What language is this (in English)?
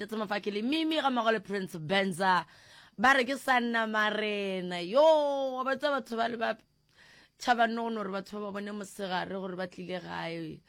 Northern Sotho